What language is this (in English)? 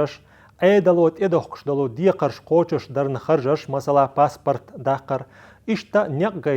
Chechen